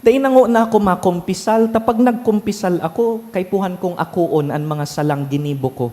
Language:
Bikol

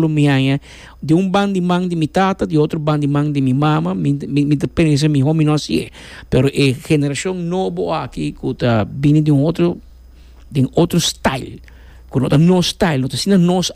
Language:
Papiamento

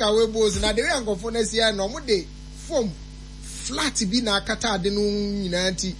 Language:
Akan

